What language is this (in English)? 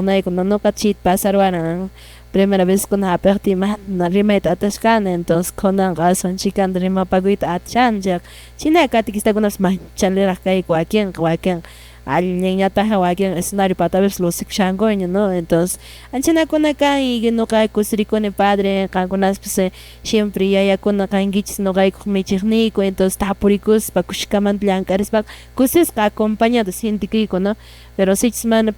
Quechua